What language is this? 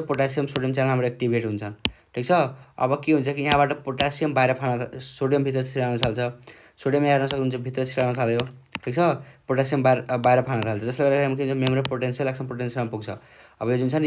Nepali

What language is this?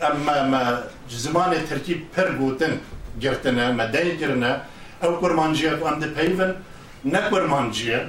Kurdish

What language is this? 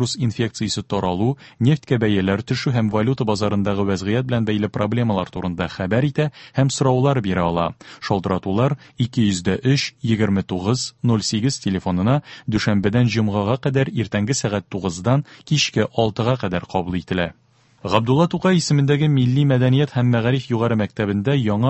Tatar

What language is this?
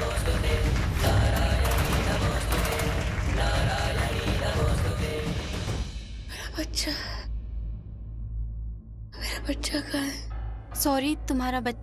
Hindi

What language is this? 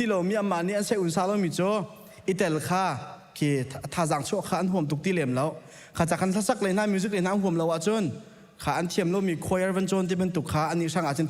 Hakha Chin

